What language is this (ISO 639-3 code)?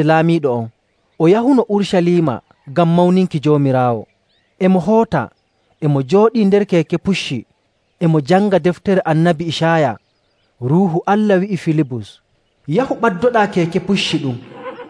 fuv